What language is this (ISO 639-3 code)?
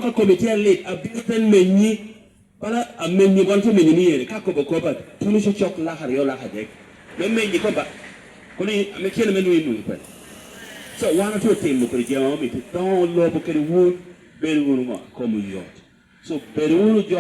laj